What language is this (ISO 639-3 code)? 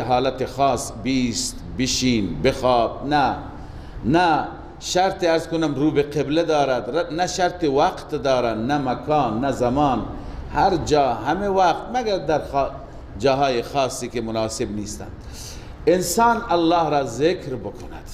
fas